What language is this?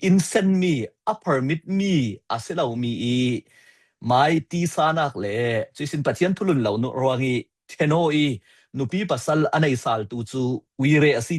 Falam Chin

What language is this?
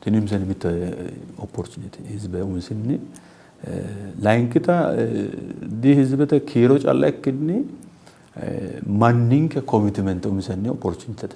Sidamo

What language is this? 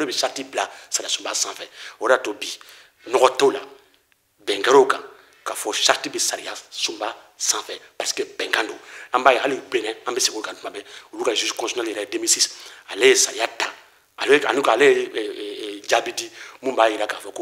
Bambara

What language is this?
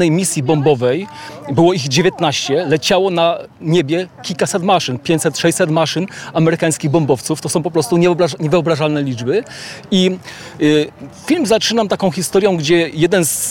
Polish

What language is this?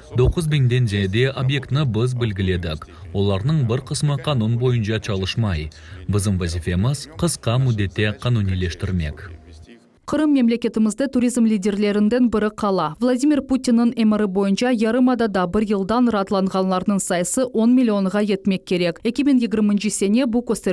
Crimean Tatar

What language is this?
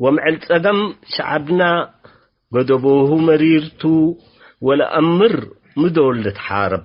Tigre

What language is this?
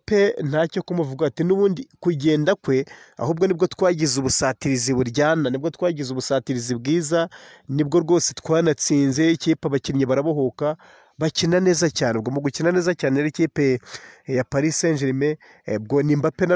Kinyarwanda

